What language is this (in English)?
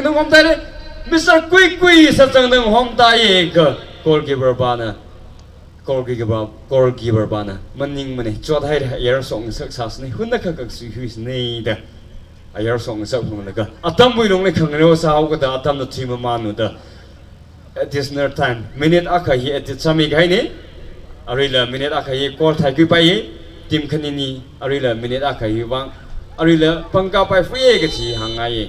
Tangkhul Naga (India)